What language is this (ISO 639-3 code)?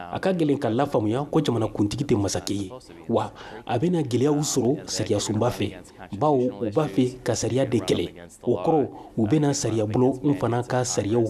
bam